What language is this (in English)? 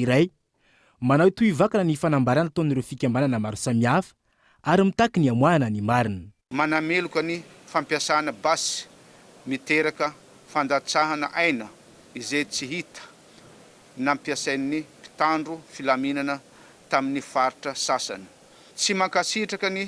Malagasy